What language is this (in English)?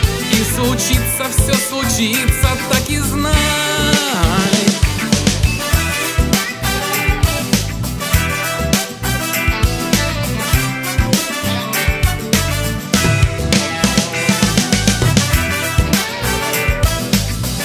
Russian